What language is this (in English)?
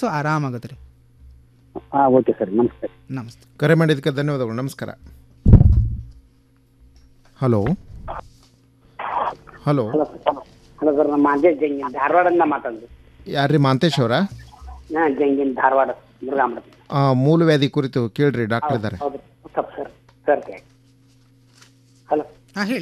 Kannada